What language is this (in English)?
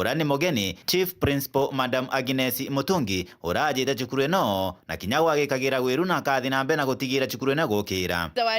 Meru